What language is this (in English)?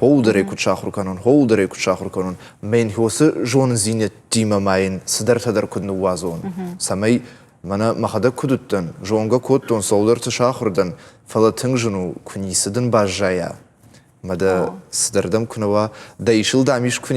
Ossetic